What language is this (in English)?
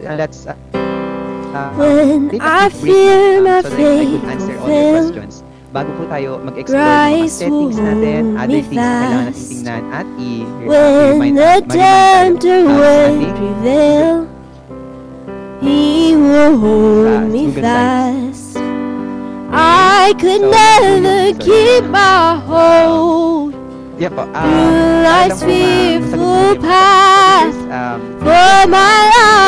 Filipino